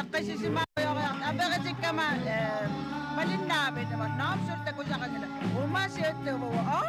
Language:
Kalaallisut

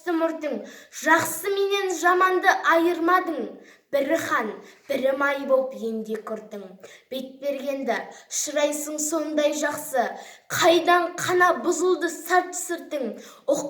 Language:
Kazakh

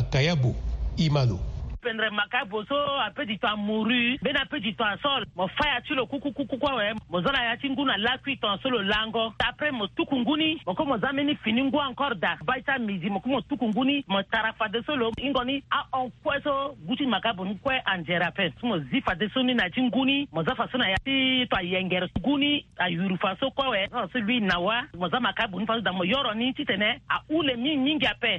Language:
Sango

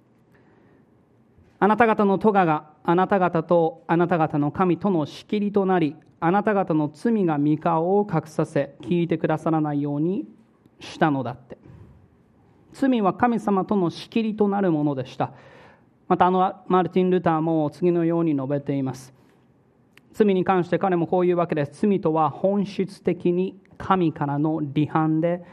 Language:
Japanese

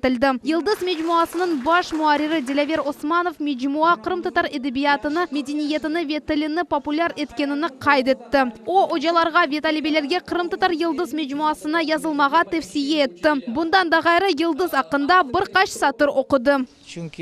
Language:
Crimean Tatar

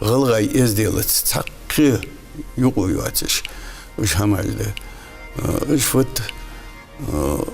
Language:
Ingush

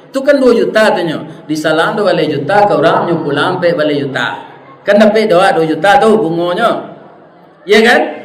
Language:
Minangkabau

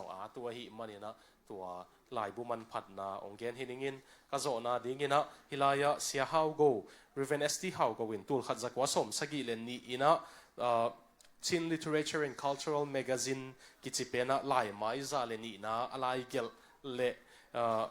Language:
Tedim Chin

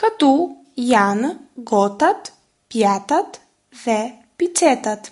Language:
Albanian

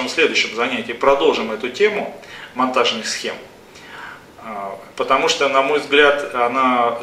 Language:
Russian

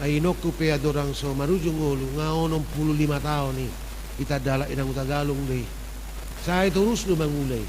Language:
Batak Toba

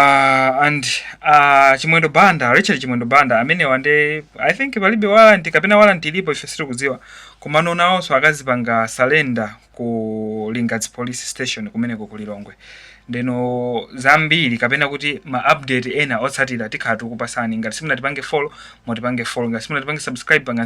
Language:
Nyanja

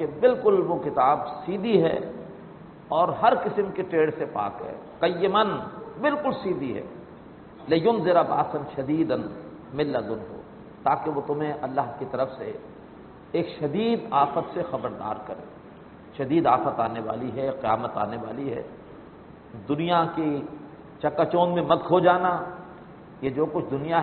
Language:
Urdu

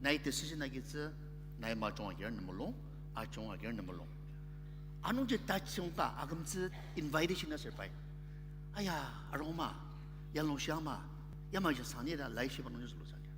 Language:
Ao Naga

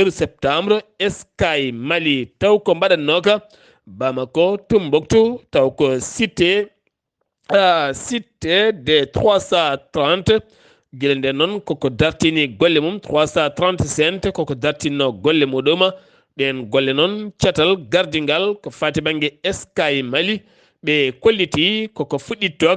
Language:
Fula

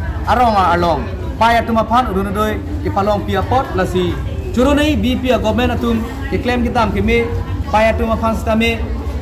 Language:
Karbi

